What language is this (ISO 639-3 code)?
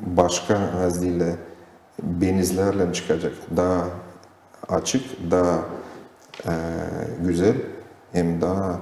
gag